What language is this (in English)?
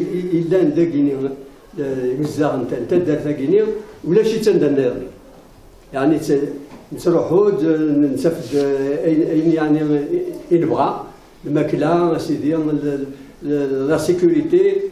Kabyle